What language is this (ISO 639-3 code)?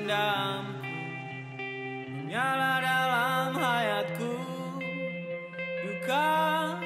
ind